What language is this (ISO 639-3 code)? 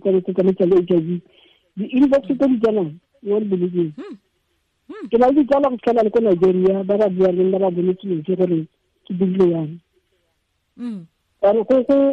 tsn